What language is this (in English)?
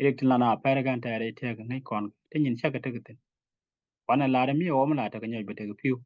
Nuer